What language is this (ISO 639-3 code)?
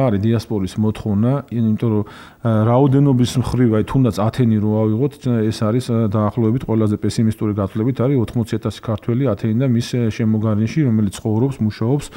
kat